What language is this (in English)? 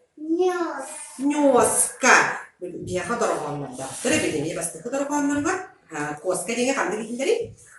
Yakut